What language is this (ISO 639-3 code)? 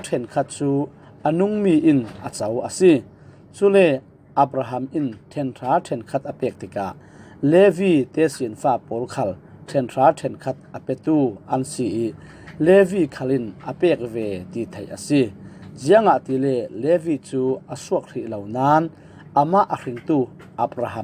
cfm